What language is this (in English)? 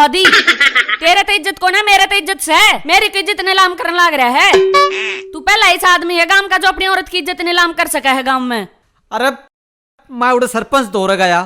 Haryanvi